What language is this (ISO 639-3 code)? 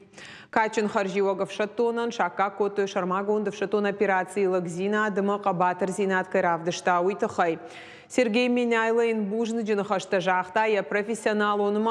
oss